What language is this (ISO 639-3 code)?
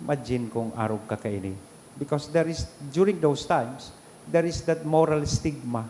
bik